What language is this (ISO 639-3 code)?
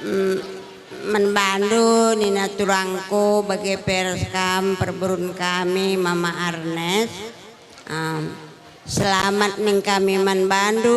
btx